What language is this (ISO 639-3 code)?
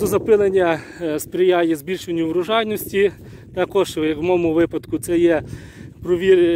ukr